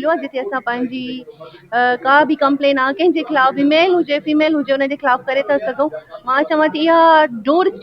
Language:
Sindhi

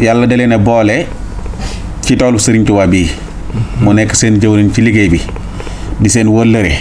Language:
Wolof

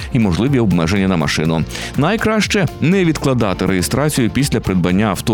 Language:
Ukrainian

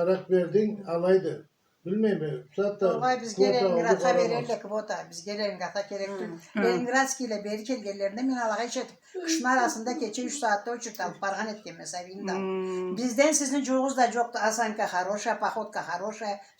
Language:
Karachay-Balkar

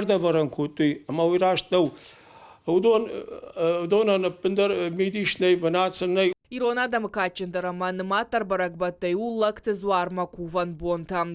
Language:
Ossetic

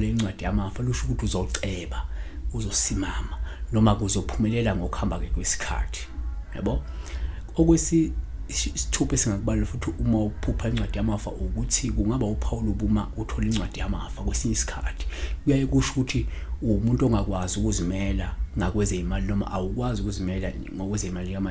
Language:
Zulu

